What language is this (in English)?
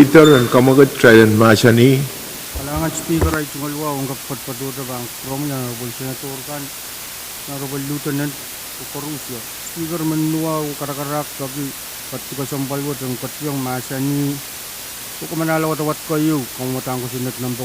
Pohnpeian